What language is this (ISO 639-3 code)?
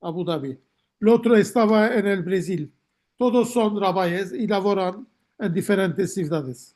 lad